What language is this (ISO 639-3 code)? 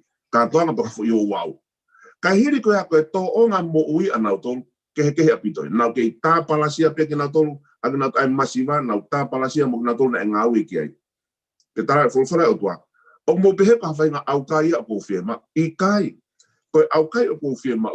ton